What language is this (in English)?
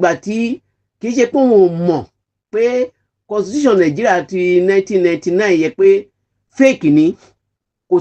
Yoruba